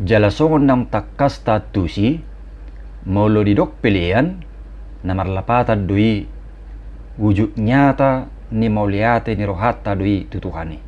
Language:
Batak Toba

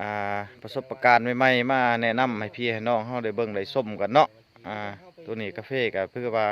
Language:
Lao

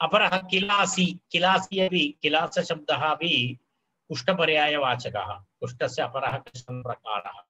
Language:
Sanskrit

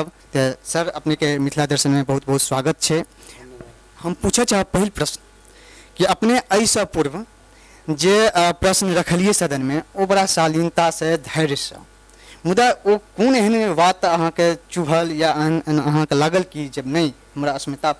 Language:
Maithili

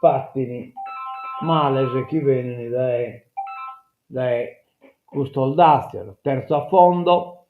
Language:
Sardinian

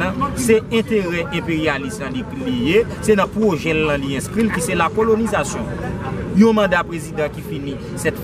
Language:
Haitian Creole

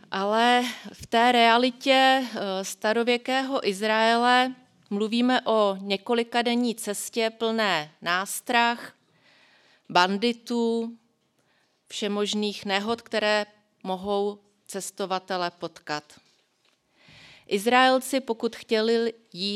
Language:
Czech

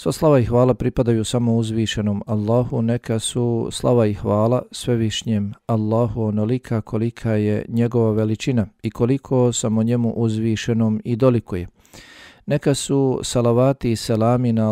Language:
Bosnian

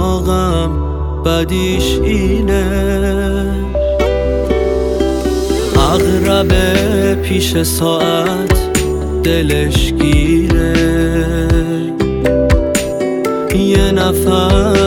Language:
Persian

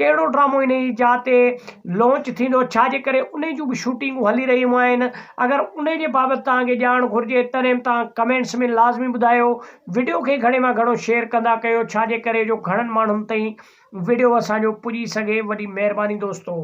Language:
Sindhi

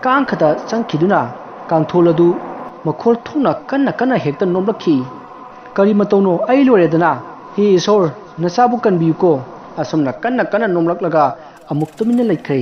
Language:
Manipuri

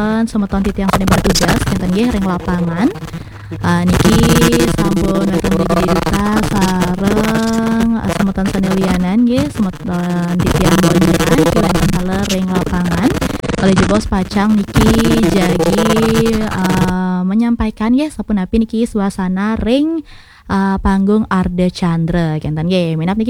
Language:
Balinese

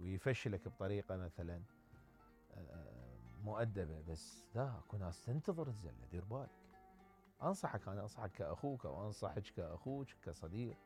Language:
Mesopotamian Arabic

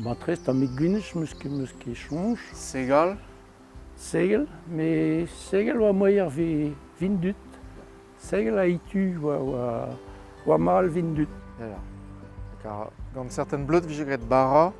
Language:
Breton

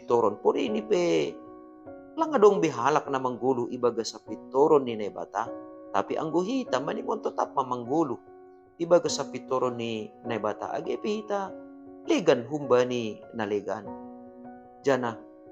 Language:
Batak Simalungun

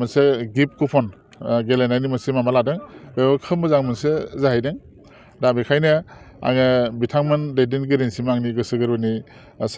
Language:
Bodo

